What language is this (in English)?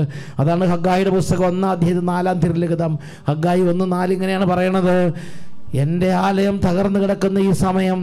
Malayalam